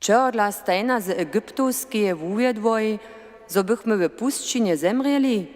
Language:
Upper Sorbian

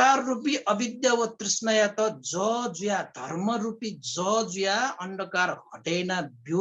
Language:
Newari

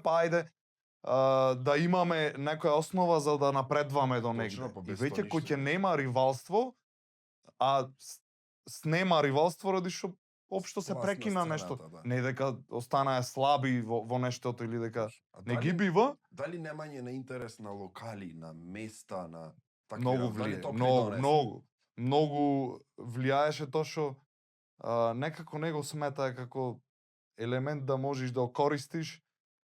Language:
Macedonian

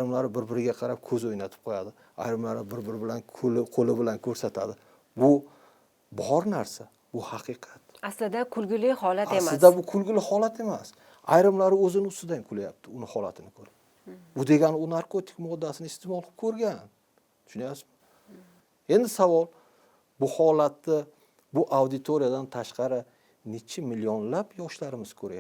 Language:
Uzbek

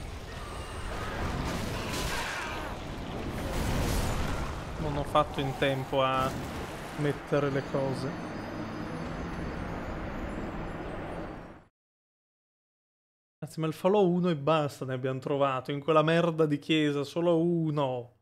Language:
Italian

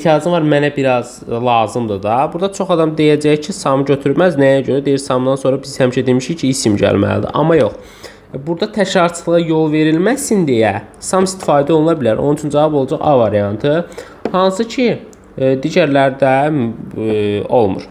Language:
Azerbaijani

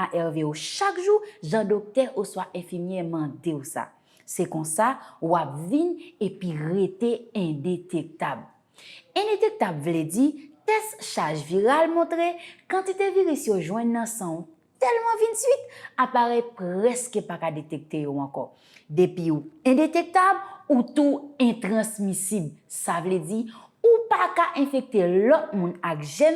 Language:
Haitian Creole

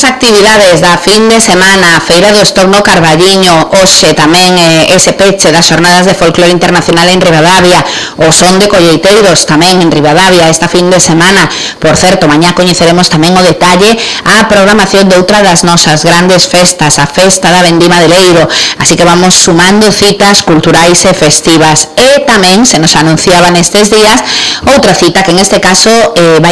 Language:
Galician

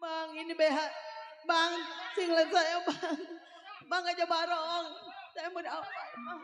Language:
Betawi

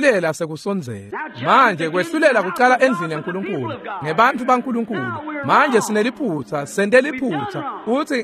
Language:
Swati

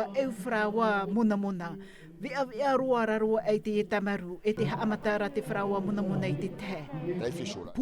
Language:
Tahitian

